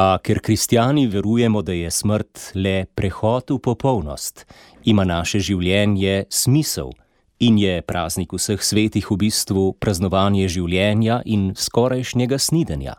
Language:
Slovenian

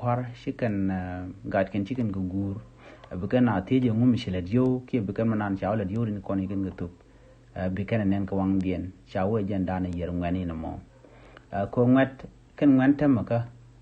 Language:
Nuer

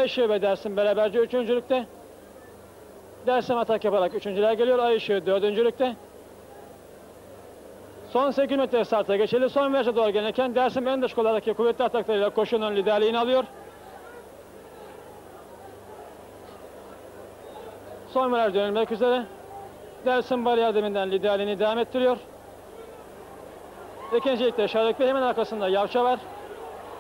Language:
Turkish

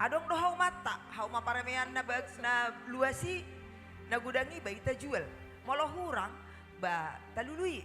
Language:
Batak Toba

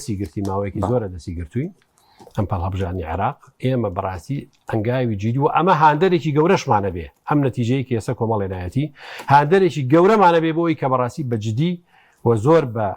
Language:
Central Kurdish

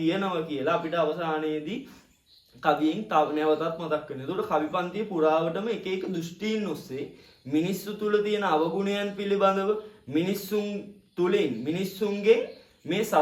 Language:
Sinhala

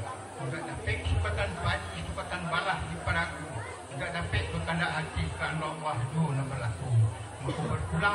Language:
Minangkabau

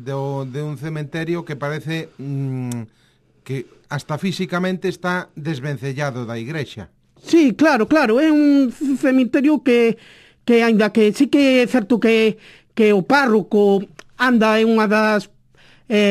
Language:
Galician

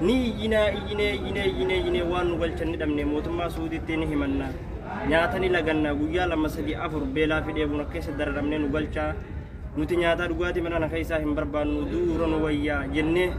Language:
Oromo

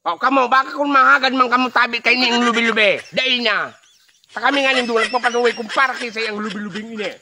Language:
Bikol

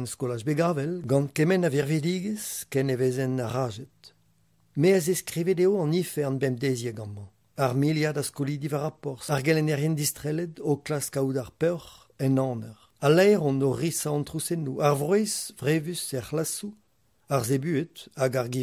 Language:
Breton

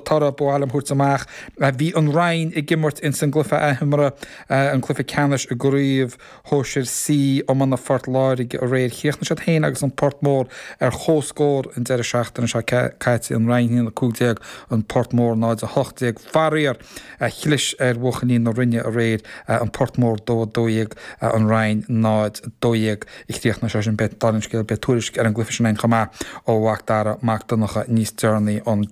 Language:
Irish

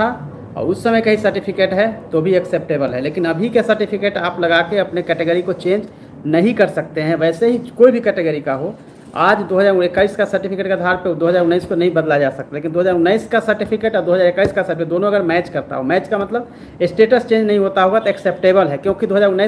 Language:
Hindi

